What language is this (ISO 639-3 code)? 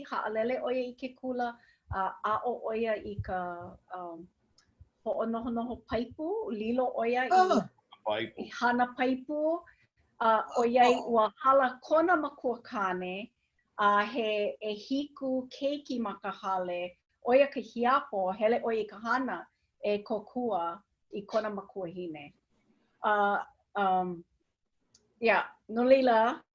haw